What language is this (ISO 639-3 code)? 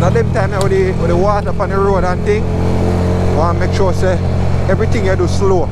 jam